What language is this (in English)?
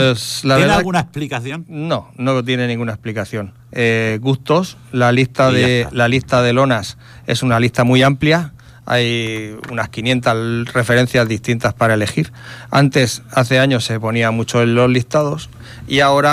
Spanish